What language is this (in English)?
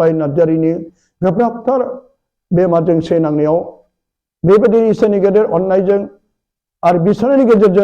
Bodo